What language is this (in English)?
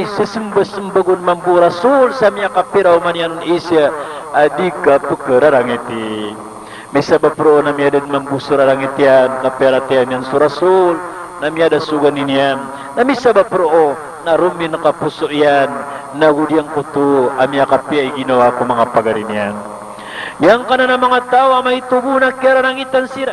Maranao